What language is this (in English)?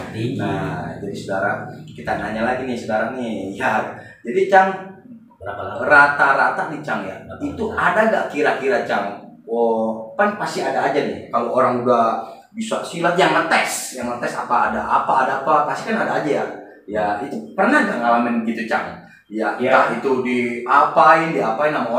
Betawi